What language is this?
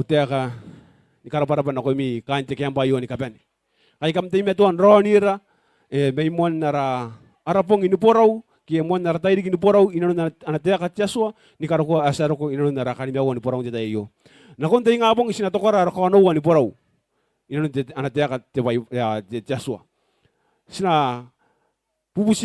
Gilbertese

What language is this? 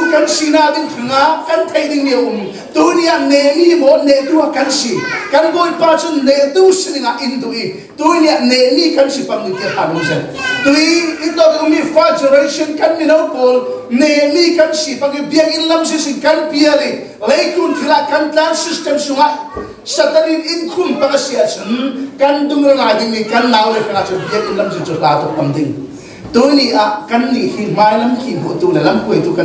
Hakha Chin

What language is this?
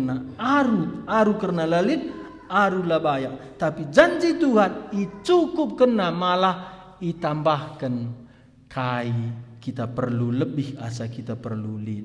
Batak Karo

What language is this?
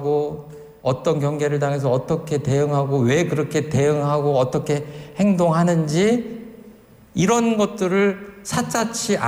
Korean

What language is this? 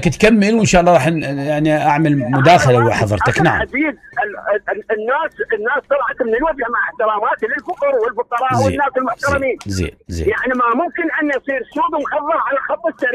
Mesopotamian Arabic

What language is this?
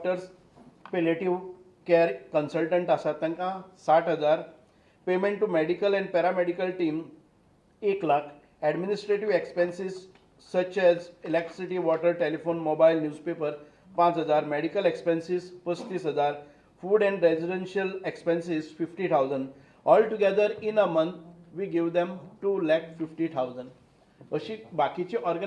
Konkani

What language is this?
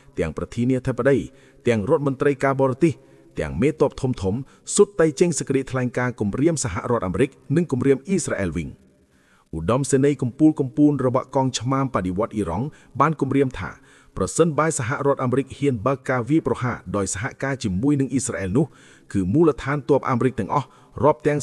Khmer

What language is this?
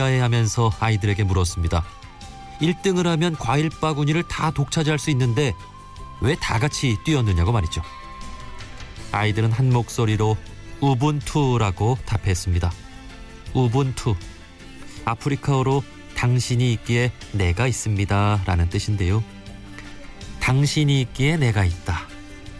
Korean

